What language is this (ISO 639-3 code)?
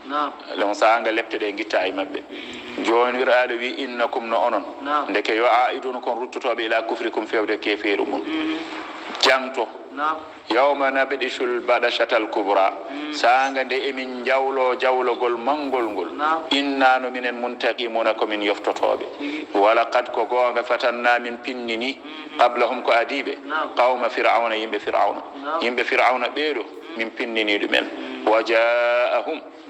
ful